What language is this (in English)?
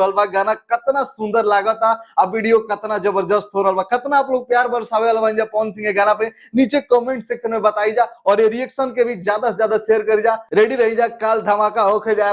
Bhojpuri